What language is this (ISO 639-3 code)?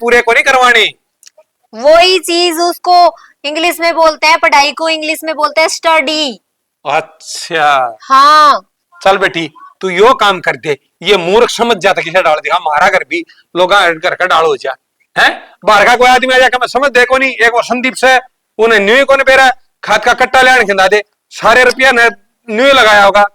bgc